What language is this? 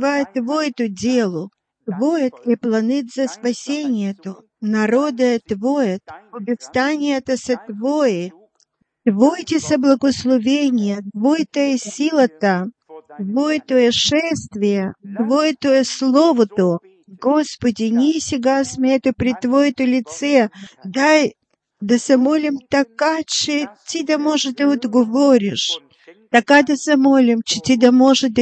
Bulgarian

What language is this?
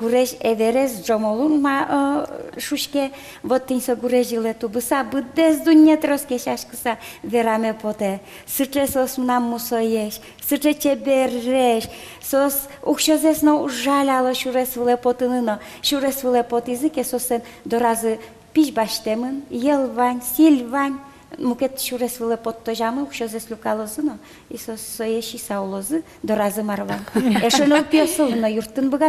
Udmurt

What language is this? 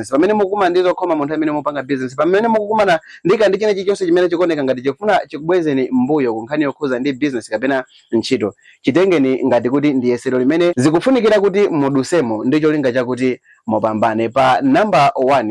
Nyanja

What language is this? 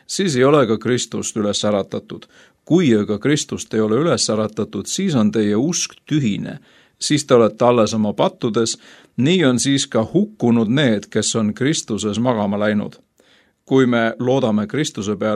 Estonian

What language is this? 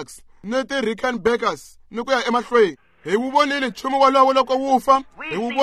Tsonga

